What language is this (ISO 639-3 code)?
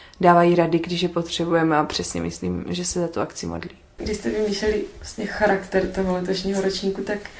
ces